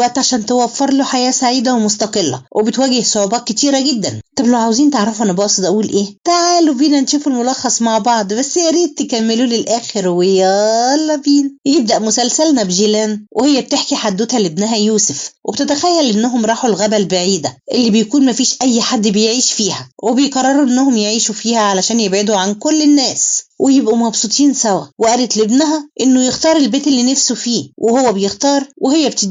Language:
Egyptian Arabic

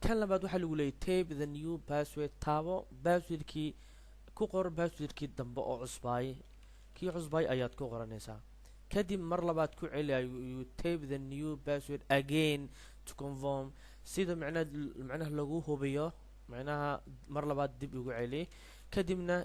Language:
Somali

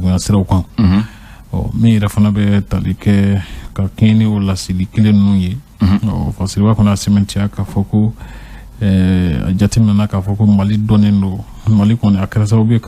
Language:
Bambara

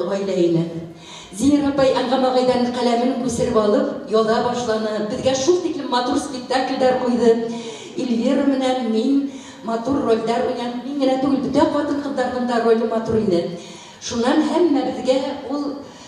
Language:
Bashkir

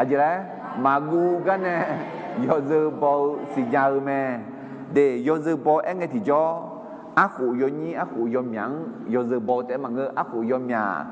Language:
Akha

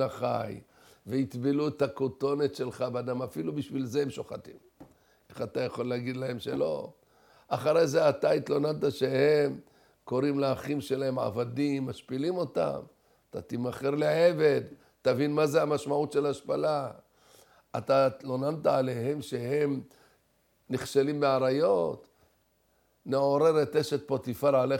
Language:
Hebrew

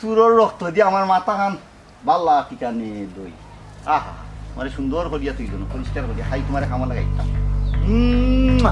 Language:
Sylheti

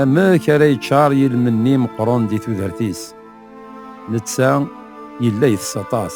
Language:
Kabyle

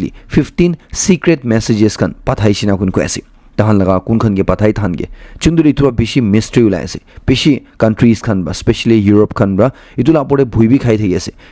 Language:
Naga Pidgin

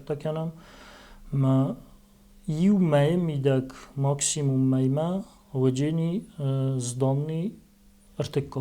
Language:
Ossetic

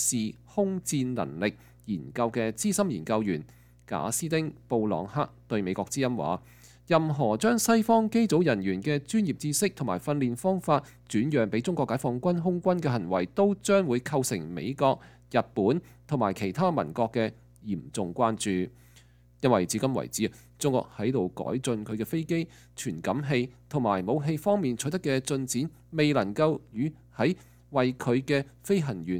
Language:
Cantonese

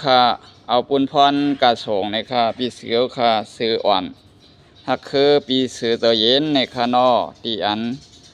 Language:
Shan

